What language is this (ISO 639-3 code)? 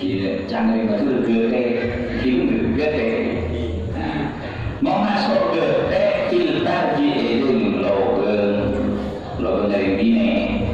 mad